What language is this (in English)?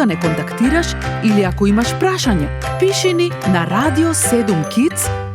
Macedonian